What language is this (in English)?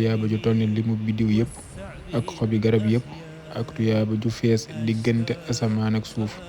Wolof